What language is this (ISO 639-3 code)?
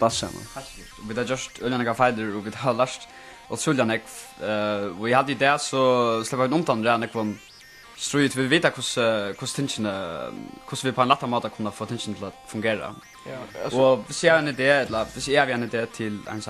fao